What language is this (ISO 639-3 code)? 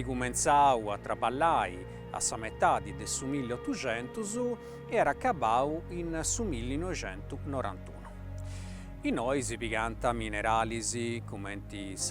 srd